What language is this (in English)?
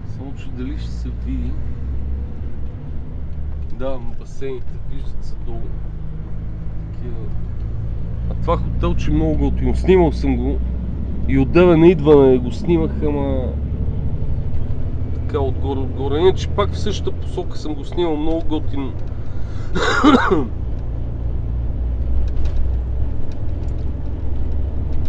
Bulgarian